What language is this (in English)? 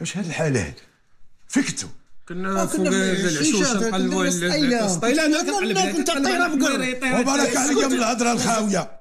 Moroccan Arabic